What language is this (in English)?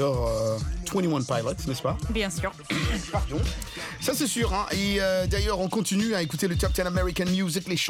French